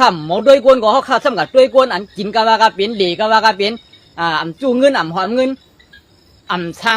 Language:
Shan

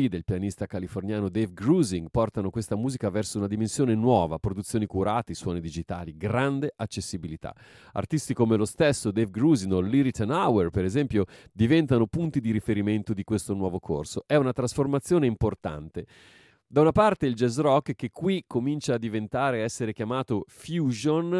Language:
Italian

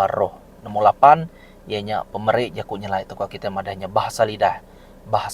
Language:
Iban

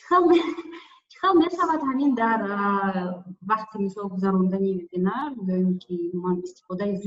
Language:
Tajik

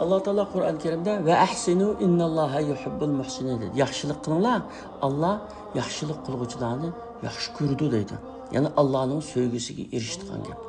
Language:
Uyghur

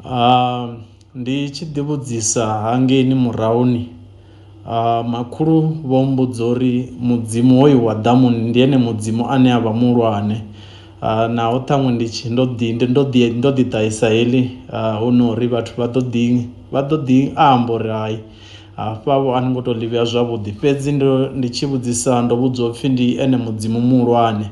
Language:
Venda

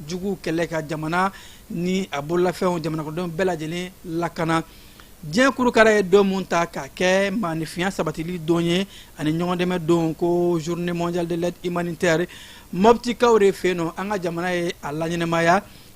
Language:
Bambara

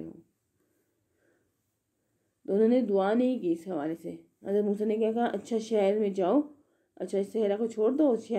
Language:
Urdu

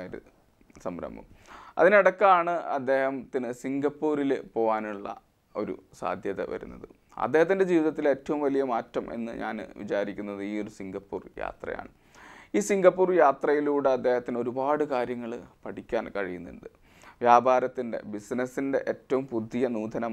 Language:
Malayalam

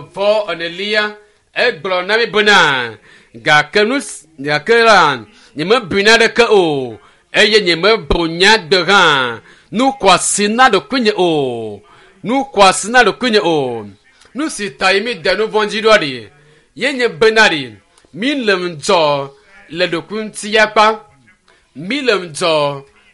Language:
Ewe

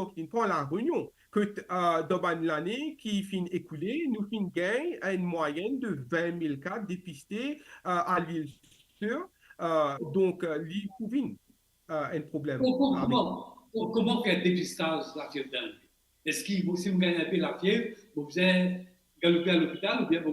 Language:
Morisyen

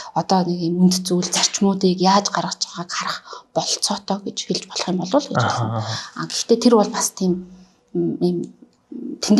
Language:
Mongolian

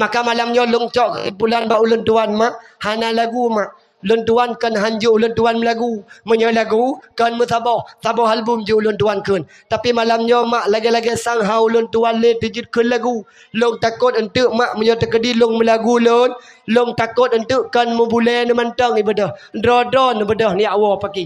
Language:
Achinese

